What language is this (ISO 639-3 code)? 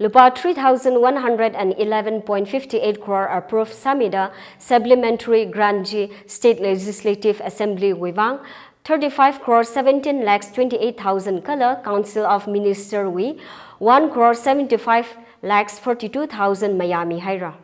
nmf